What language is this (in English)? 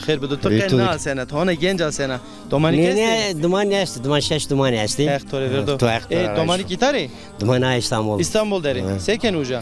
Zaza